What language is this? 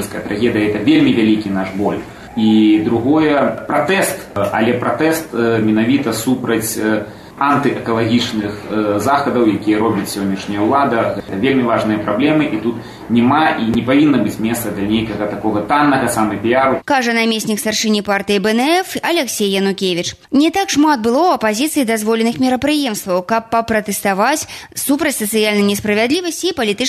Belarusian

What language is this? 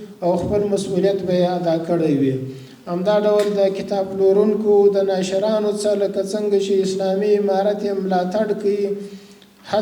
Pashto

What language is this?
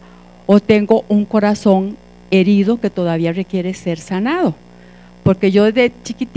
Spanish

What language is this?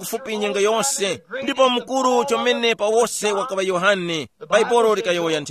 Tumbuka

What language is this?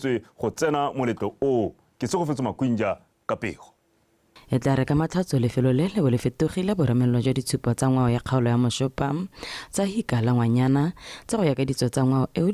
Tswana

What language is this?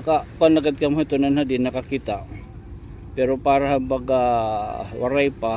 Waray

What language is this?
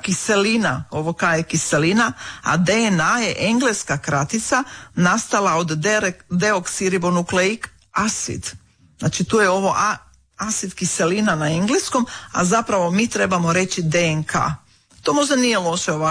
Croatian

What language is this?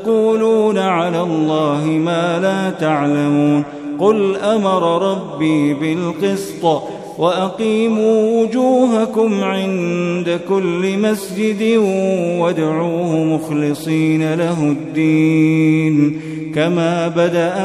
Arabic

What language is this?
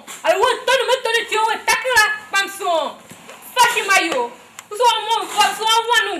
Tiv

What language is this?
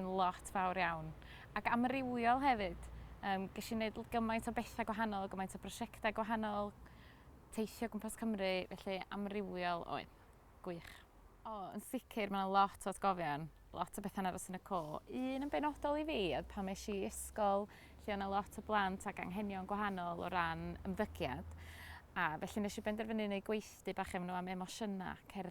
Welsh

